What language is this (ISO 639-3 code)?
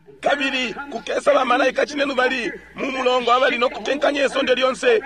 bem